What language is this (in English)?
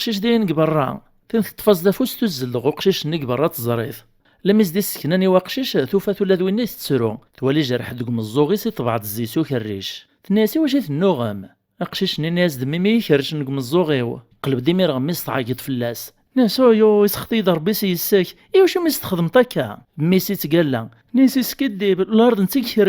Kabyle